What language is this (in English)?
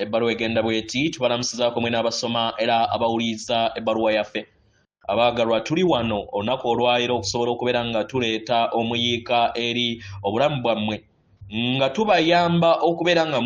Ganda